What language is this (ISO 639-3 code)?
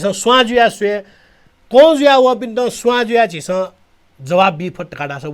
new